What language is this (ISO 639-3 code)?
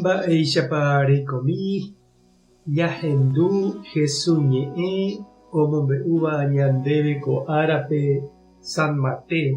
grn